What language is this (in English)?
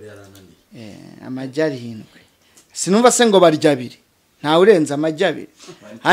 Kinyarwanda